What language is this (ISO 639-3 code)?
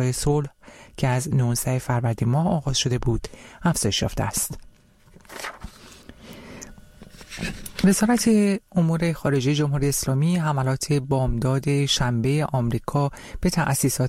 fas